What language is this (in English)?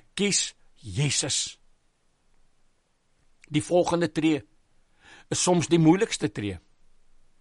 Afrikaans